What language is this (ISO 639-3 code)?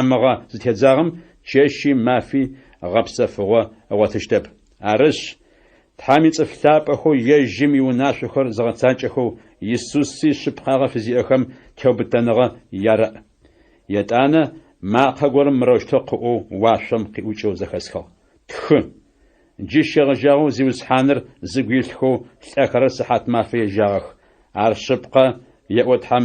ady